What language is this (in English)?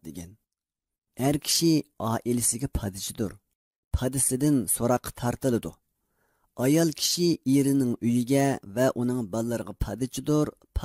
Uyghur